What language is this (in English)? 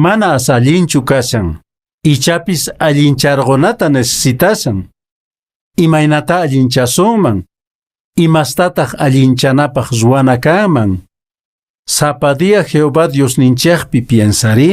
Quechua